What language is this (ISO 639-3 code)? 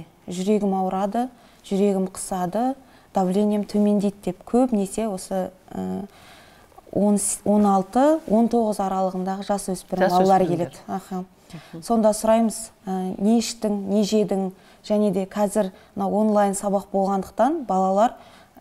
kaz